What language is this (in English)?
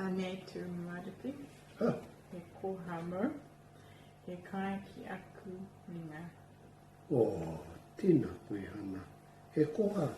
Māori